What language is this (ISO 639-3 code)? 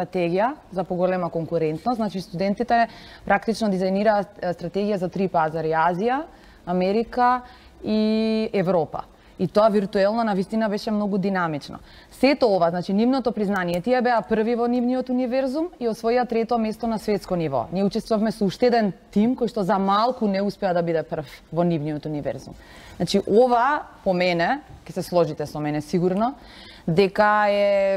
mkd